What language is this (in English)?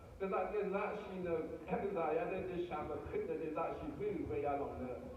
Rawang